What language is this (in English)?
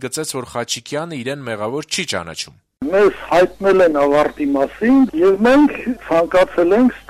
Armenian